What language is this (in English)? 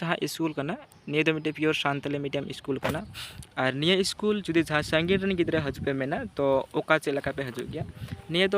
Santali